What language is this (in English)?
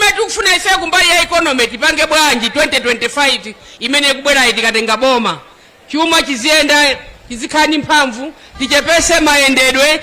Nyanja